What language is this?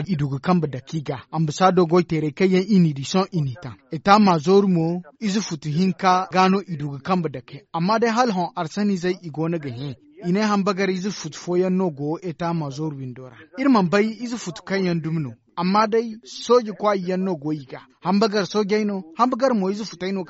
Zarma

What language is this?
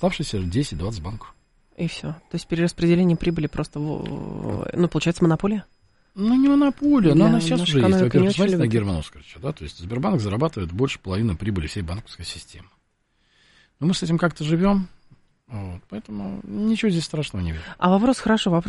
Russian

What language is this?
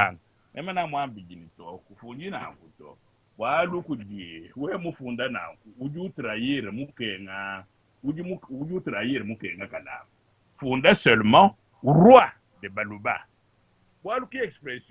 Luba-Lulua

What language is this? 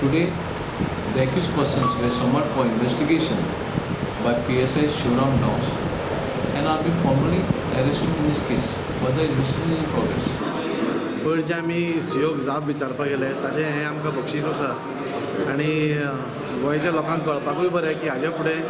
Konkani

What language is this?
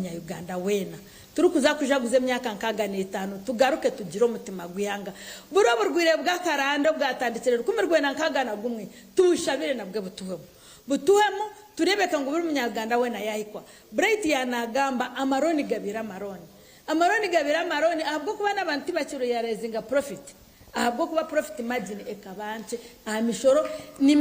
Nyankole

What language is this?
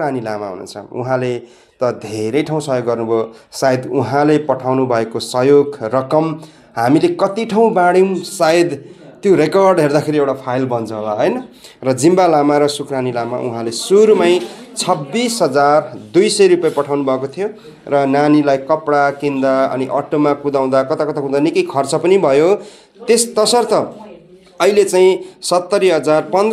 Nepali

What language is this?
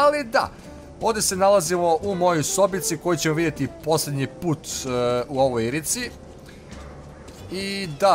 Serbian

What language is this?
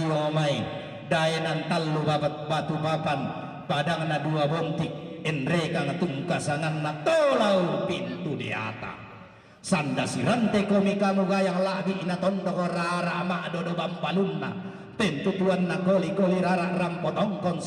Toraja-Sa'dan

